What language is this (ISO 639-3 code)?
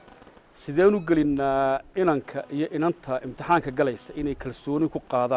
som